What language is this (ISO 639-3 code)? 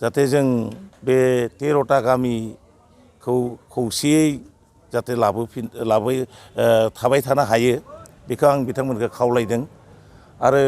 brx